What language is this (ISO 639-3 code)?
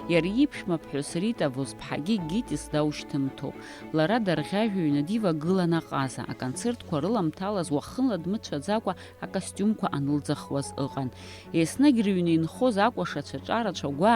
abk